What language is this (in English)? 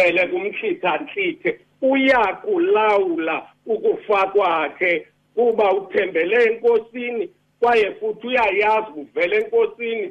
Xhosa